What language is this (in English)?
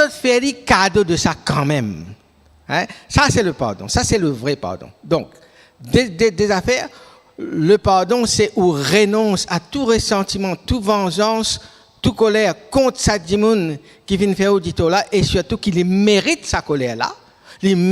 Morisyen